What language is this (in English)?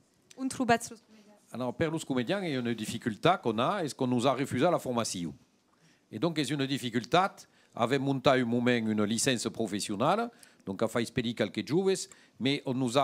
Occitan